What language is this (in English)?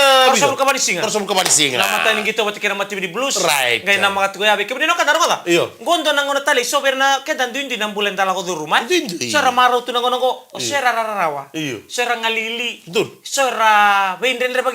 Fijian